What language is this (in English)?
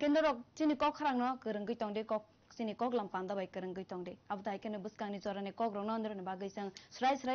Kok Borok